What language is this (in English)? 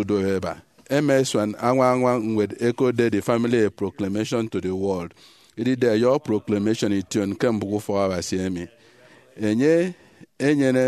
Efik